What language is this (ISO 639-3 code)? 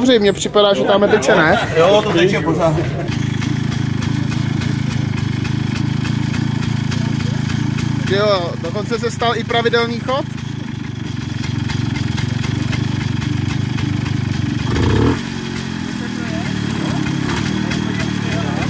ces